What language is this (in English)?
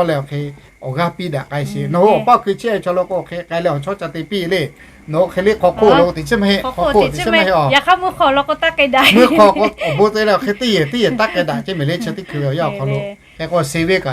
Lahu